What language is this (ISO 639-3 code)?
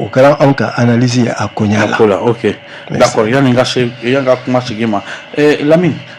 bam